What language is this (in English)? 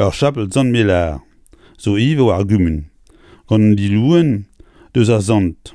Breton